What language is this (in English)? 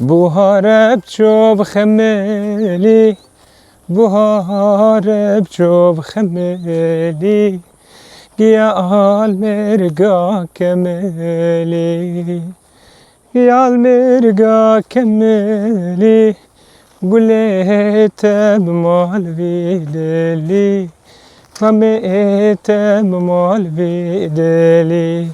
Kurdish